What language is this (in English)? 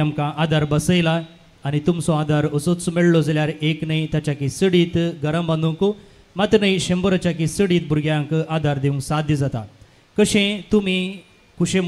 Konkani